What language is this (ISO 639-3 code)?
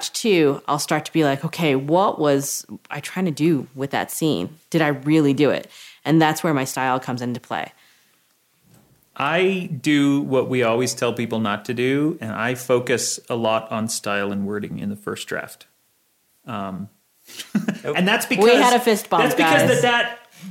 eng